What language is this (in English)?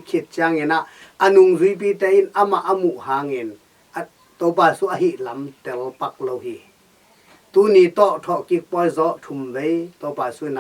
Tedim Chin